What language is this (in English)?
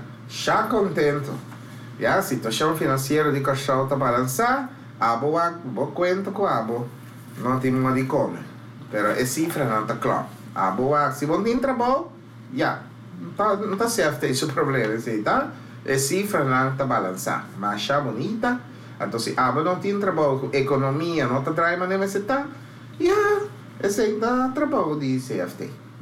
Papiamento